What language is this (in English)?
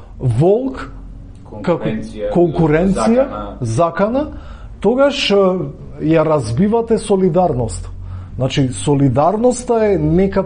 Macedonian